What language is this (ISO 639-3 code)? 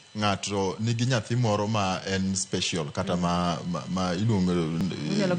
luo